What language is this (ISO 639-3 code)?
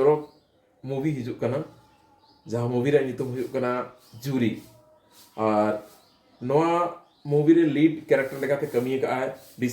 sat